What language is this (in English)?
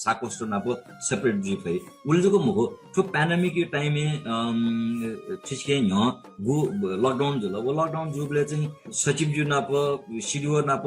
Newari